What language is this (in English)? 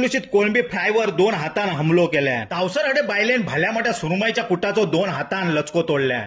Konkani